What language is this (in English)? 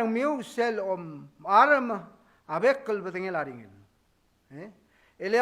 Palauan